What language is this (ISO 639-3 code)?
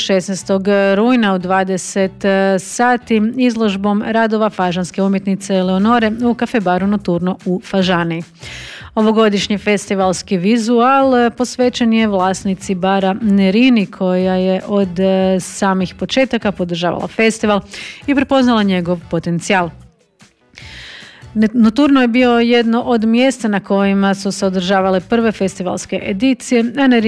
hrv